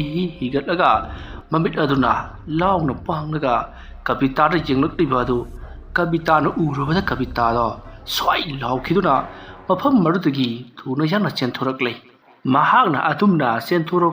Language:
Manipuri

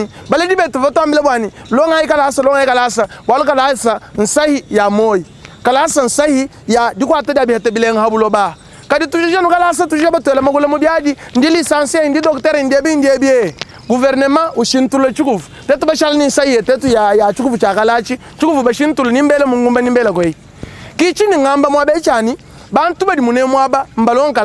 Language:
Luba-Lulua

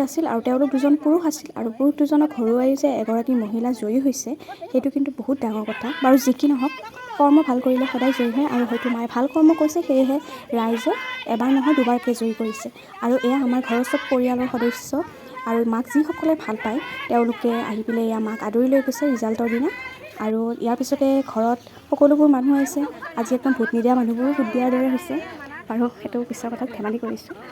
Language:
Assamese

